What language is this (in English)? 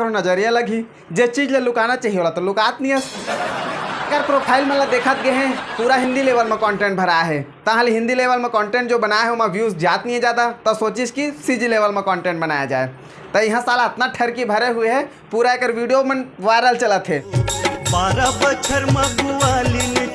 Chhattisgarhi